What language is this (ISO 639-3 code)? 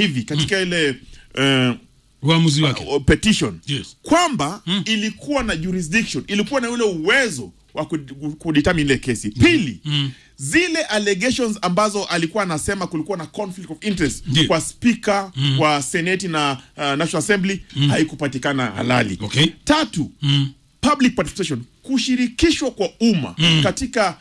swa